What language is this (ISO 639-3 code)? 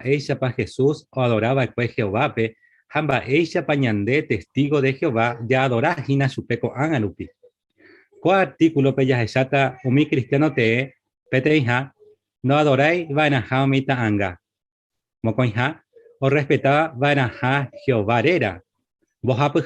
grn